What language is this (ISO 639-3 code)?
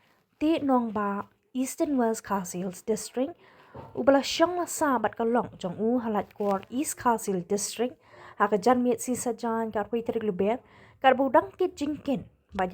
kha